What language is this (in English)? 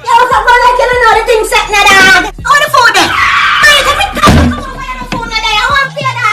Jamaican Creole English